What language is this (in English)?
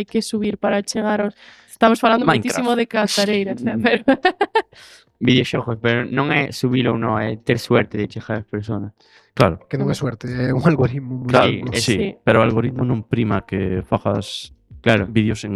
Galician